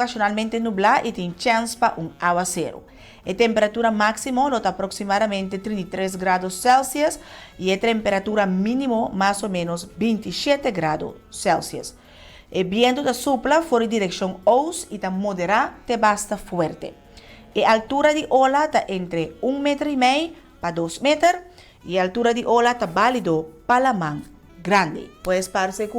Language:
Papiamento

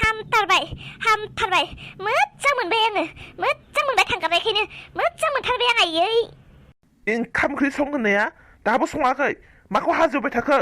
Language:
Bodo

